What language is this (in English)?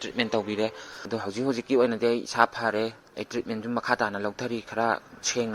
Manipuri